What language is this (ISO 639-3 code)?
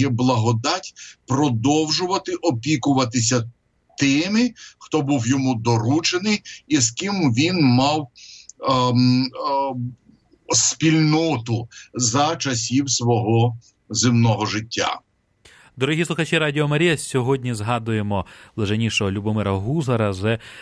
ukr